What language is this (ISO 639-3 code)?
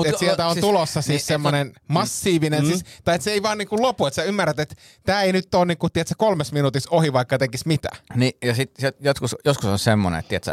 fin